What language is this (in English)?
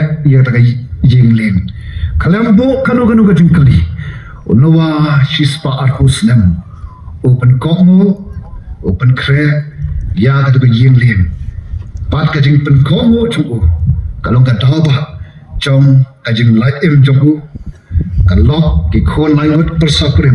Khasi